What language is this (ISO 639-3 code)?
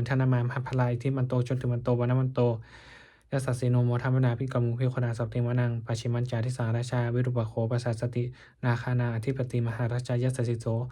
pli